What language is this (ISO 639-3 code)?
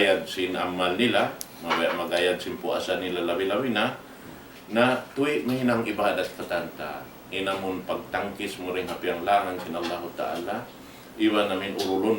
tsg